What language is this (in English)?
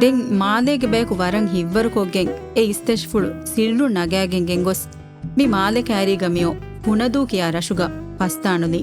Divehi